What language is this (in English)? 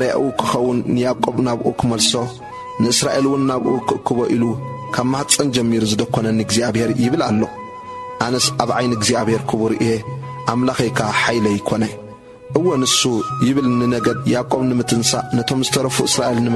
Tigrinya